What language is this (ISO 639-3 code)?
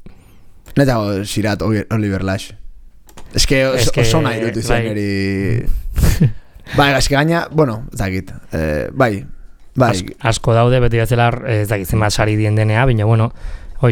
eus